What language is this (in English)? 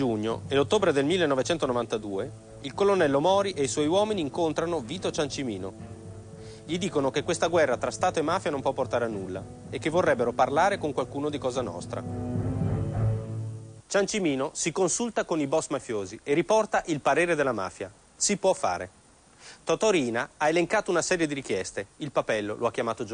Italian